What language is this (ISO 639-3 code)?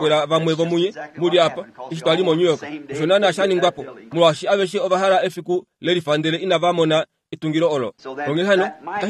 kua